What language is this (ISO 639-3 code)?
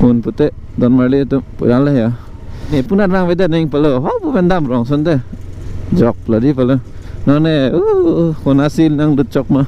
mjw